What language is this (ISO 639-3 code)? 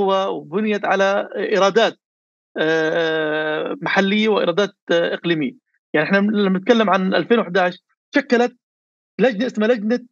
apc